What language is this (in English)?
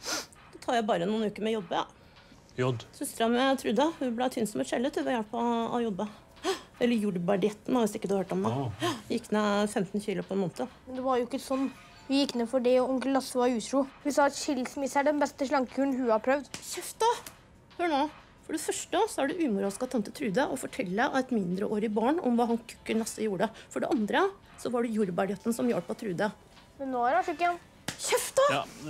Norwegian